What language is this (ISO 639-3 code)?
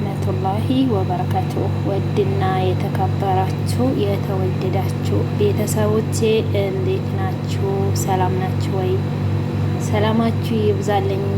amh